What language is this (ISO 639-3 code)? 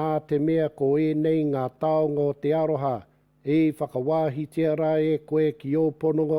mri